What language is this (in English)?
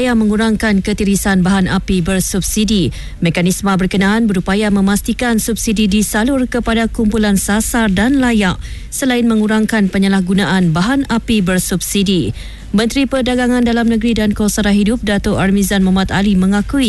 Malay